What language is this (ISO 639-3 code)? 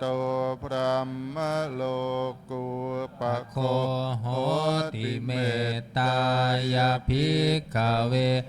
pli